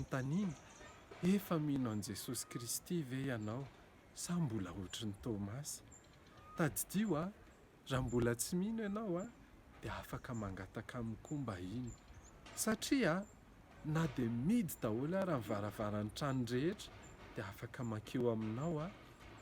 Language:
Malagasy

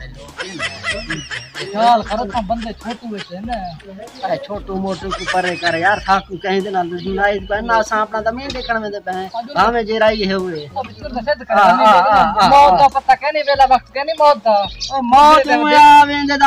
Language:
Saraiki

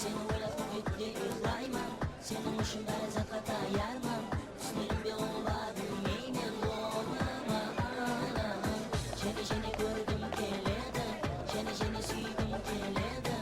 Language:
Kara-Kalpak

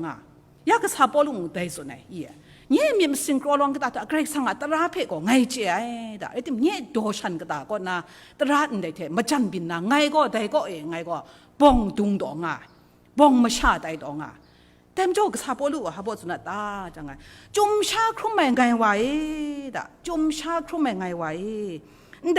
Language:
Kachin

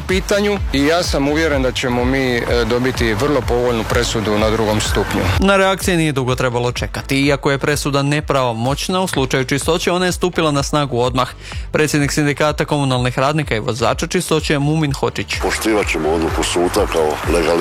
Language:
Croatian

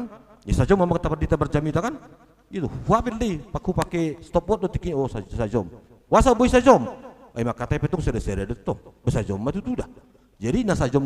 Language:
Batak Toba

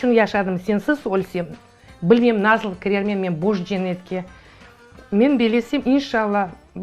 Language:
Crimean Tatar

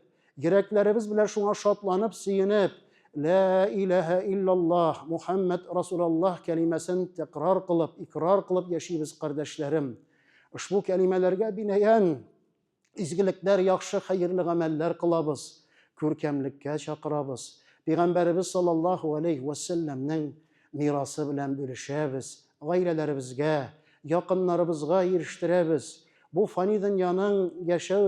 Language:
Tatar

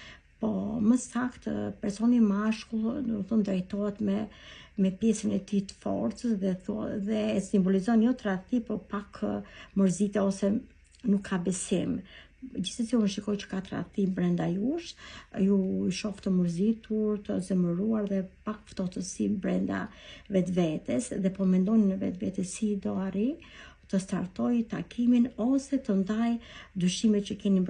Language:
Albanian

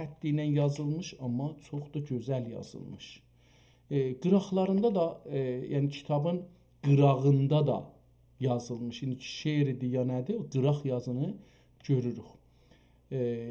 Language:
South Azerbaijani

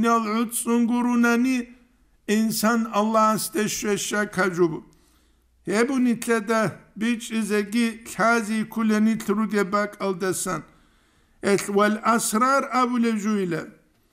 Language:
Avaric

